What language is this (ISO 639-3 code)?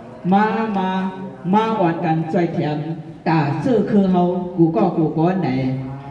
shn